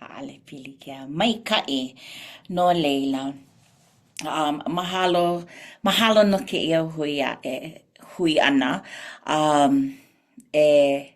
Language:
Hawaiian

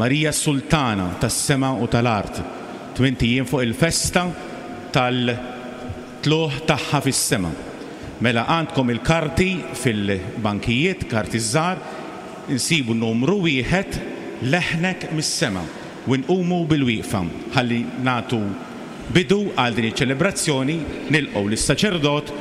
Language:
Maltese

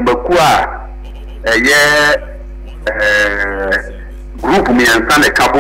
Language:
Akan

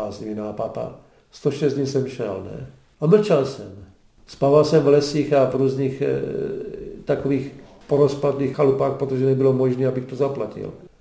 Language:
Czech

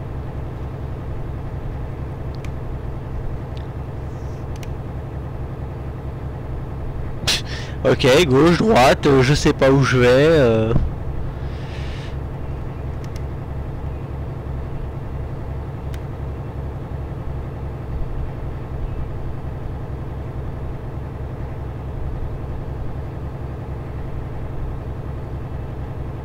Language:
French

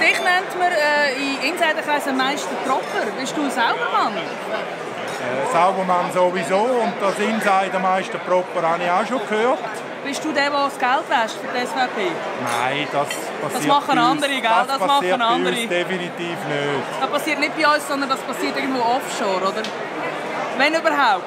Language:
Swiss German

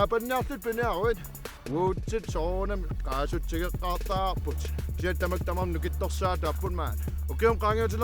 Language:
Kalaallisut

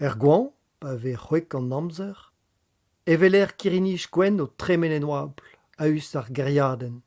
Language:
Breton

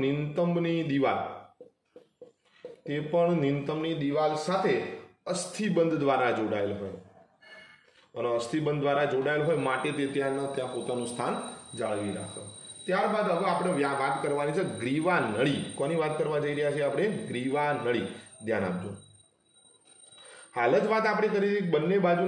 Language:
Gujarati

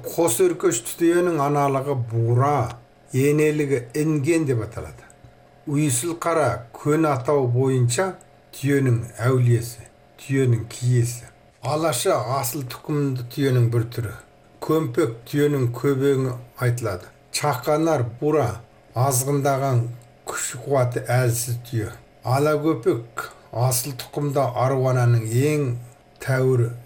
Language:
Kazakh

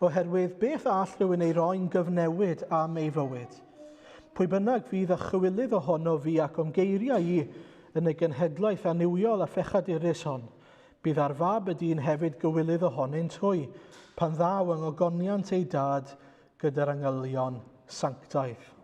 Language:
Welsh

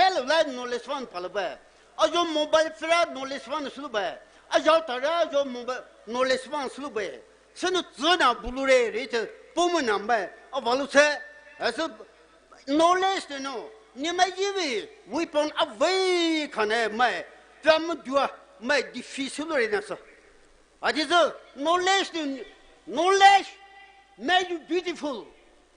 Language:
Poumei Naga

